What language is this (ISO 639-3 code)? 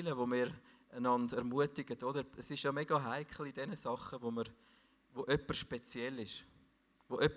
gsw